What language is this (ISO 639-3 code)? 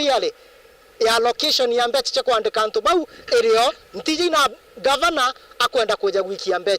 mer